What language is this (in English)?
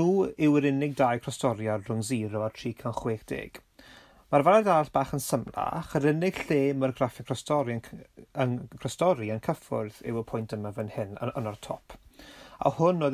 Welsh